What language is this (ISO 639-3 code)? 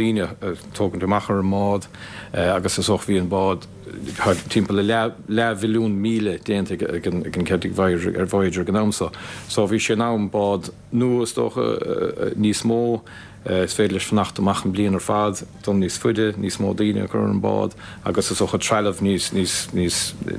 gle